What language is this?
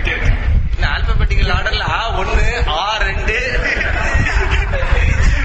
Tamil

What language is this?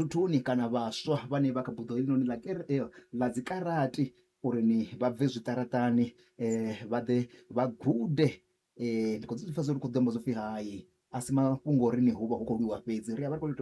Venda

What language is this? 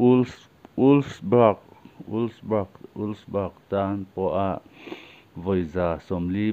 Mizo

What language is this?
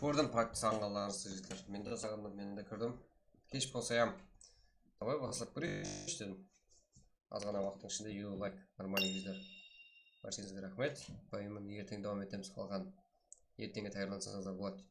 Kara-Kalpak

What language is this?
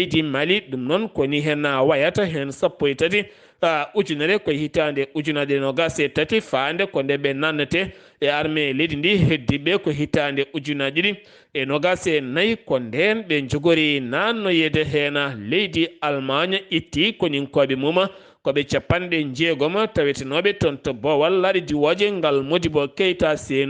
Fula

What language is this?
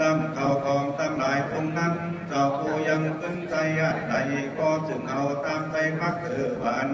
Lü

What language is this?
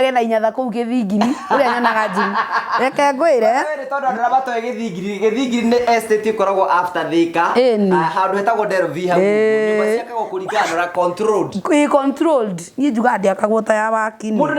Kikuyu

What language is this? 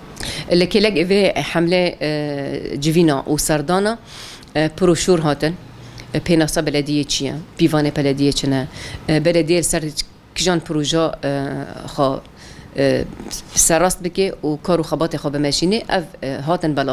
Kurdish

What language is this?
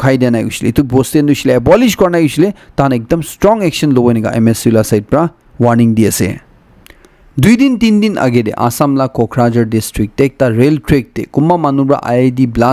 Naga Pidgin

